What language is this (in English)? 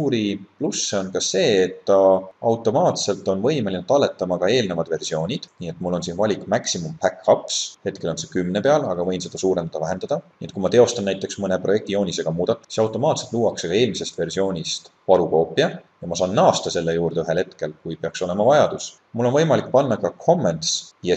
Estonian